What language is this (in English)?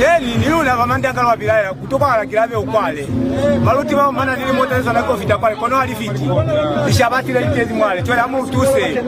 Lozi